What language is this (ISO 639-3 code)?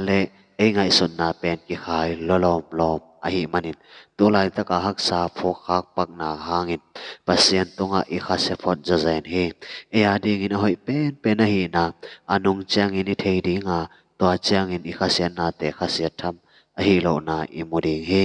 ctd